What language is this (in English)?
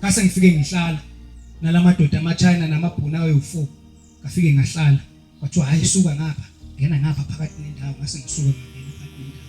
Zulu